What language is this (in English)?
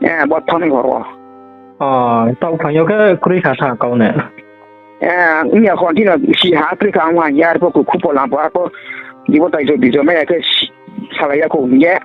Riang (India)